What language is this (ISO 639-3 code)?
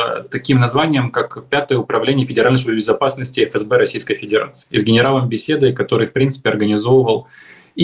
rus